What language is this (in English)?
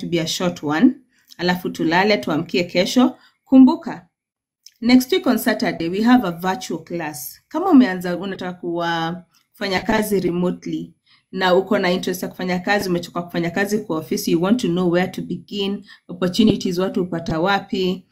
Swahili